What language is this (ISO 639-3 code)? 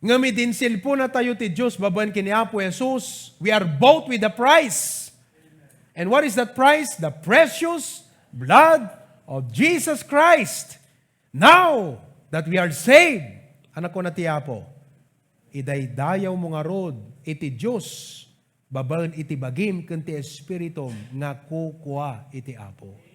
ilo